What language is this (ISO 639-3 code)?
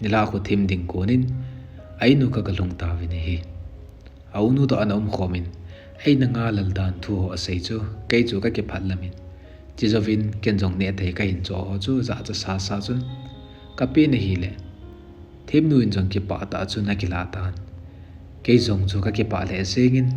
tcz